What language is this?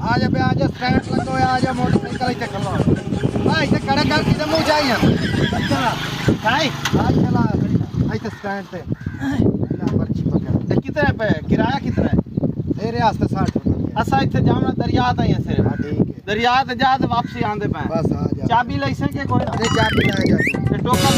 Saraiki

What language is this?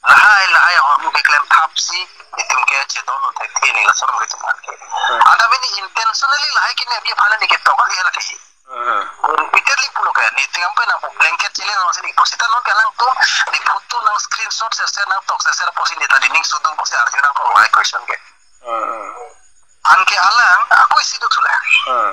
Karbi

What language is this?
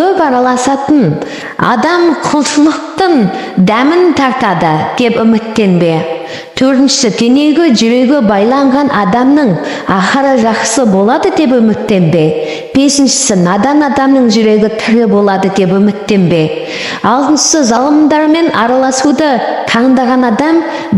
Kazakh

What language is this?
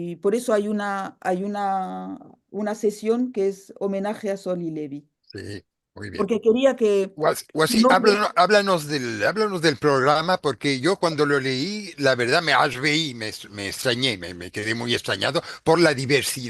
Ladino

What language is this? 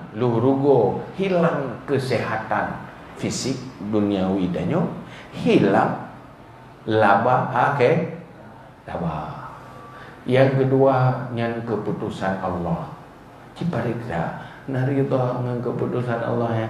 Achinese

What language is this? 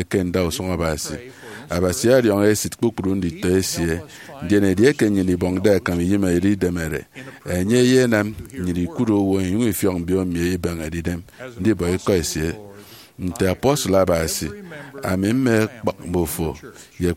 Efik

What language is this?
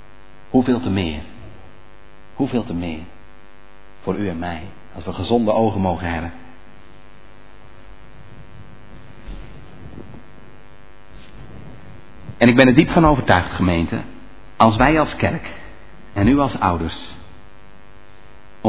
Dutch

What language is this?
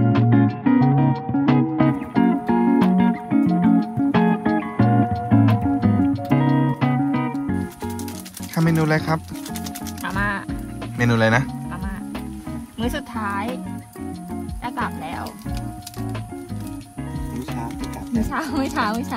Thai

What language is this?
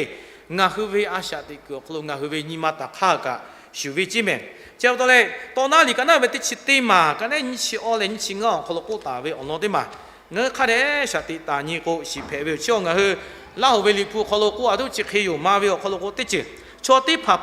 Lahu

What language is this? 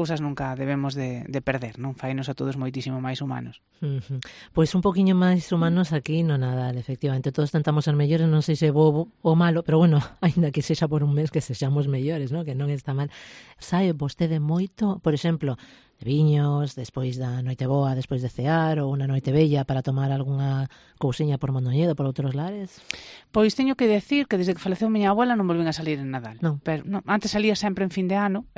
Galician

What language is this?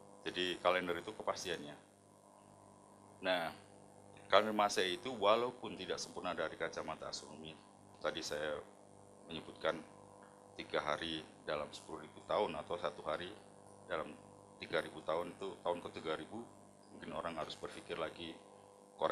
Indonesian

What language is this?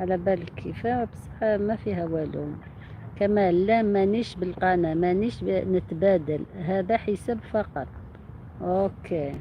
Algerian Arabic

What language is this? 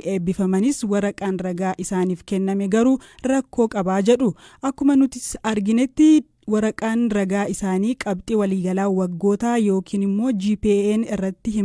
Oromo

